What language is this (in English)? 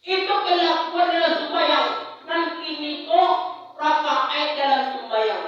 Minangkabau